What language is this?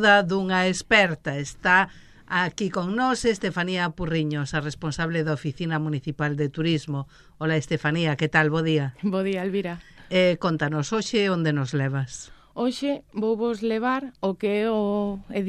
Galician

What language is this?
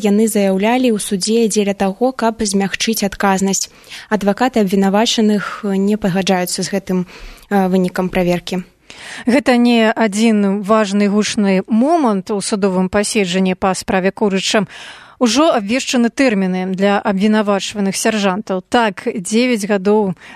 Belarusian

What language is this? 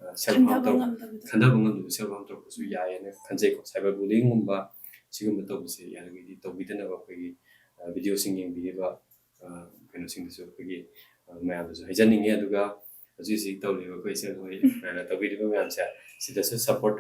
Manipuri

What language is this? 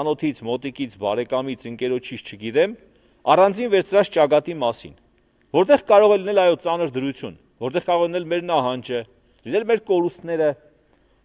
Armenian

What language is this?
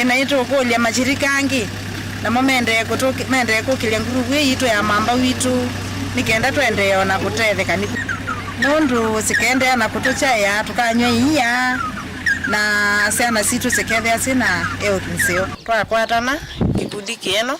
Kamba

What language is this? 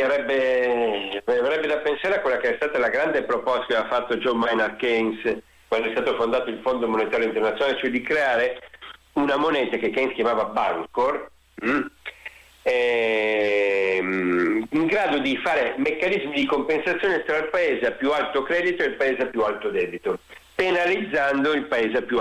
Italian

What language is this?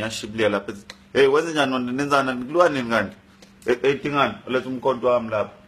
Zulu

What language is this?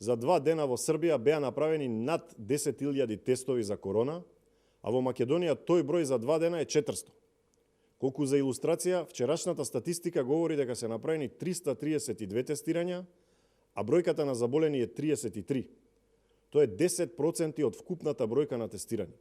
Macedonian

